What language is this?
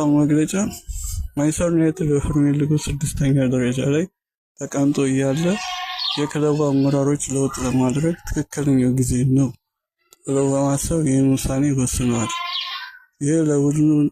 Amharic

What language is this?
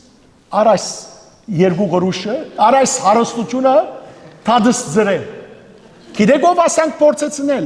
Western Armenian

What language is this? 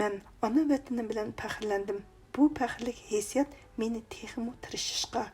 Uyghur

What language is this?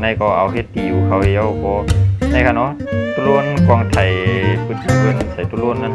Shan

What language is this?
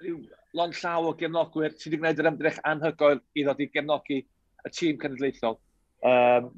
Welsh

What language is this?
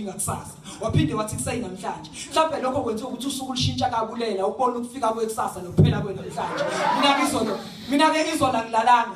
Zulu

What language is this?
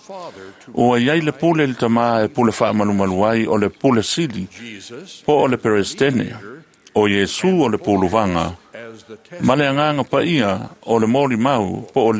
Samoan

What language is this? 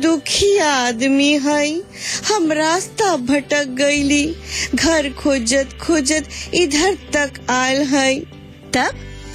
Bhojpuri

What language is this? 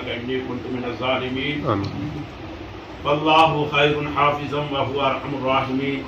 Pahari-Potwari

